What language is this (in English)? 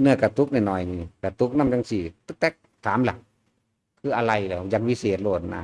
Northeastern Thai